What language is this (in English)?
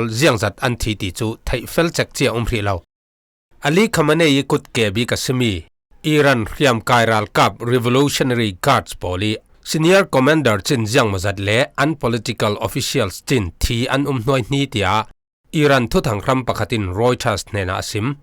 Falam Chin